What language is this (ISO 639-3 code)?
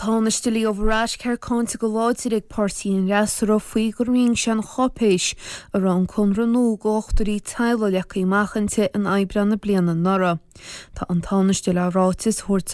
gle